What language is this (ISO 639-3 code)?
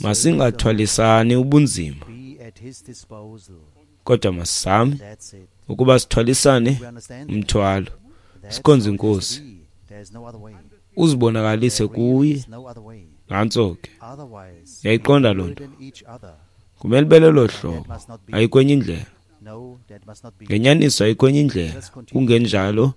xho